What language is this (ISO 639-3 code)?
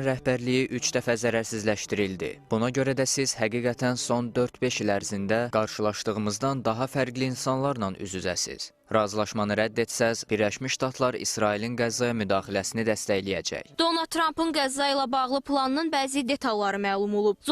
aze